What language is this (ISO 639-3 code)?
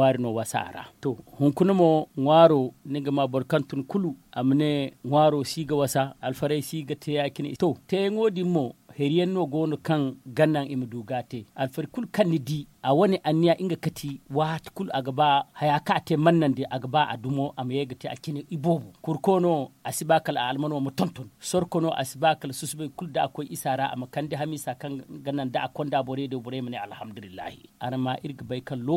dje